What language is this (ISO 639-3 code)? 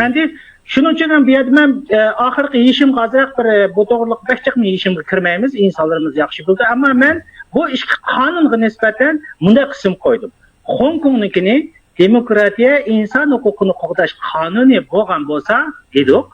uig